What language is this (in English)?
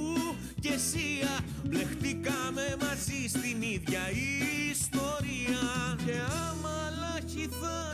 Greek